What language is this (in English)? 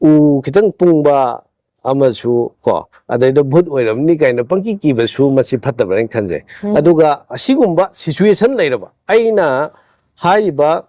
Manipuri